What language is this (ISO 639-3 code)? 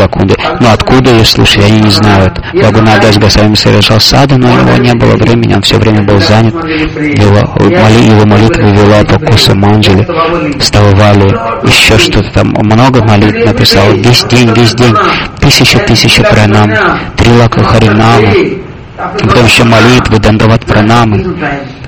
rus